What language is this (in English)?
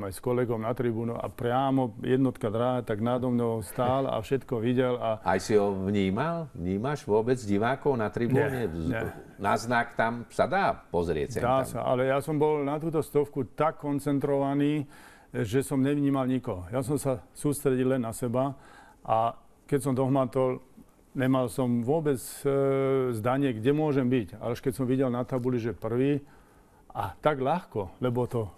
Slovak